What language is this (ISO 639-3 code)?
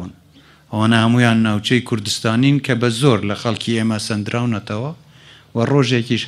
ckb